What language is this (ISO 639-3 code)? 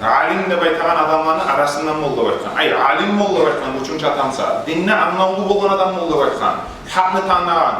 kum